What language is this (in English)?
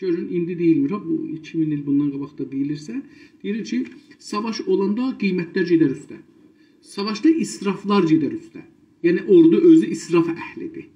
South Azerbaijani